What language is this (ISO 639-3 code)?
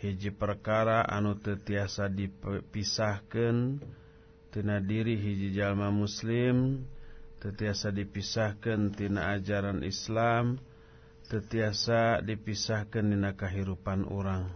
sun